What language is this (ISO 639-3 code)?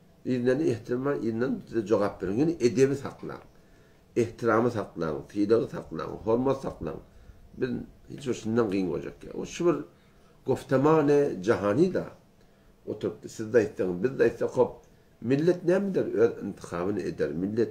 tuk